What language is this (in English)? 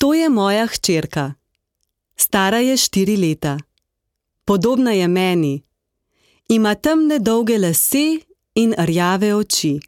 Slovenian